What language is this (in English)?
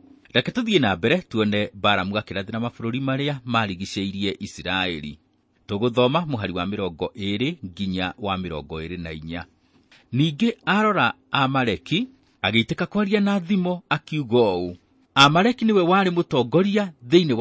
Kikuyu